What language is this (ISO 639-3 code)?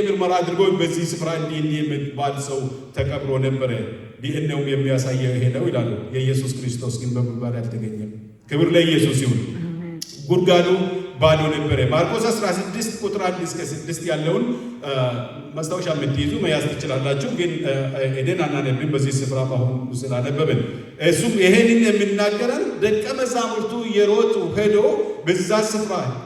amh